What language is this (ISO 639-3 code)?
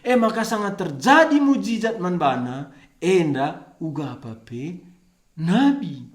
btx